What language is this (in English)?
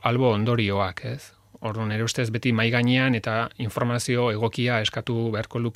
Basque